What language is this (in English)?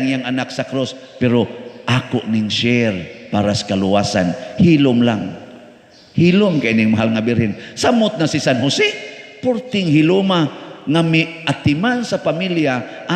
Cebuano